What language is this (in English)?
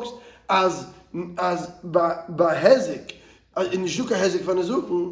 Yiddish